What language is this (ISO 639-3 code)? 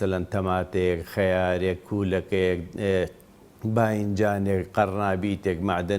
ckb